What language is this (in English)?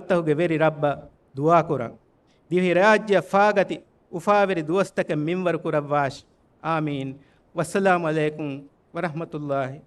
Divehi